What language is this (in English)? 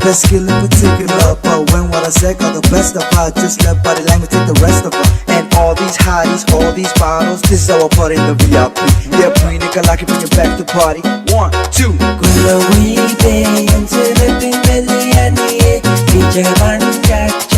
Pohnpeian